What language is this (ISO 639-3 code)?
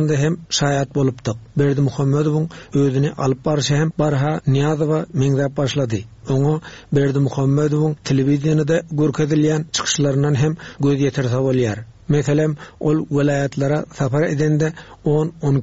tuk